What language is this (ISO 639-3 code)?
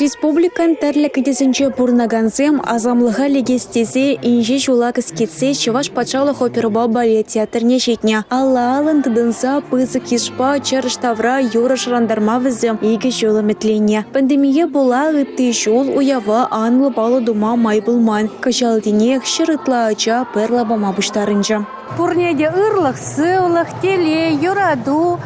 chv